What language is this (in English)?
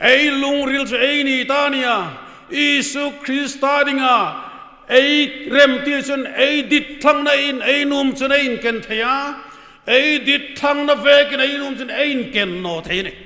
Hmar